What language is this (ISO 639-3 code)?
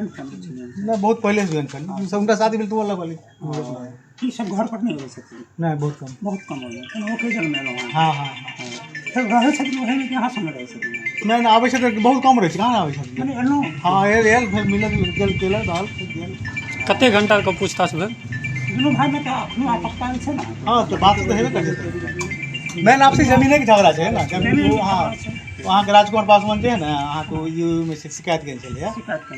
mai